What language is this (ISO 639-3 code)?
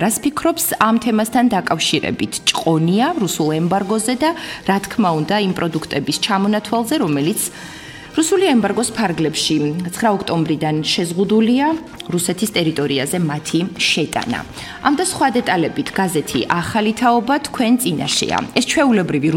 kat